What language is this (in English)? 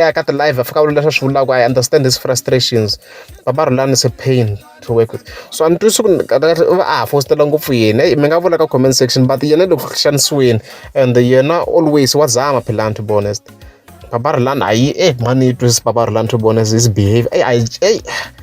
Tsonga